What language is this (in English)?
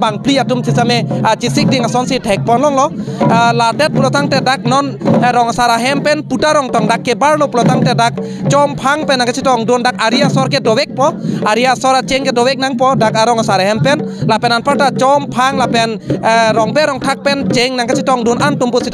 Karbi